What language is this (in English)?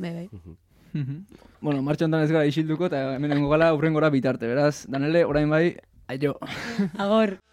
Basque